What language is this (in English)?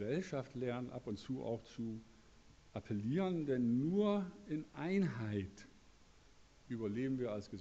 German